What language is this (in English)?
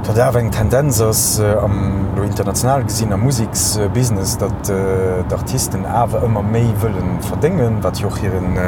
Luxembourgish